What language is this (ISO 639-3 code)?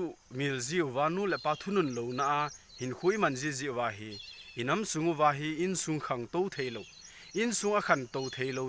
tcz